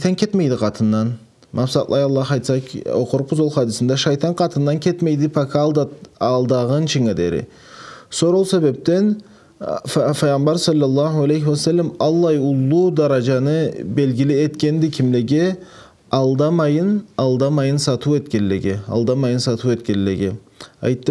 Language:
Karachay-Balkar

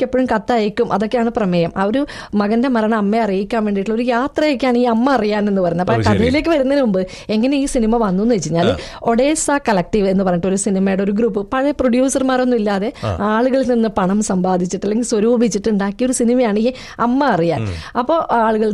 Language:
Malayalam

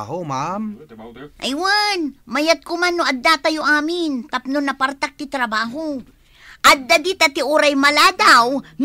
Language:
Iloko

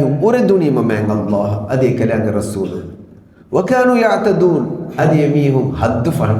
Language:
Divehi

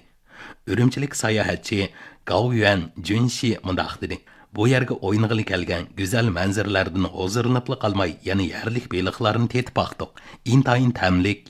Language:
Uyghur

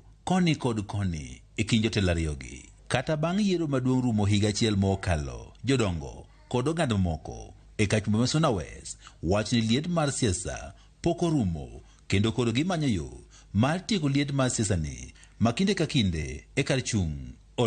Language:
Luo (Kenya and Tanzania)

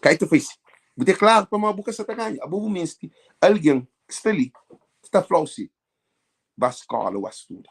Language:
Kabuverdianu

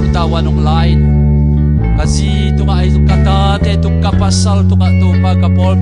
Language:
Tedim Chin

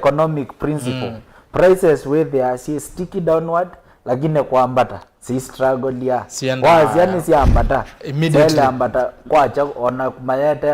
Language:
Kamba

